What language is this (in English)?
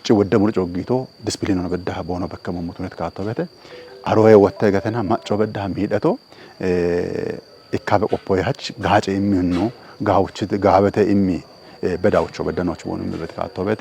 Kafa